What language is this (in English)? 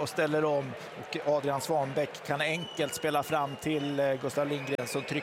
Swedish